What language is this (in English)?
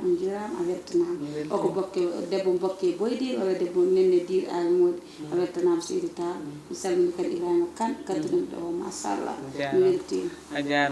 Fula